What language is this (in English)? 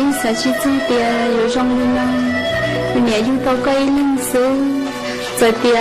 Hmong